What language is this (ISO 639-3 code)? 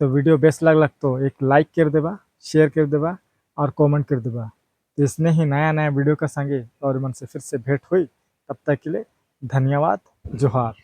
sck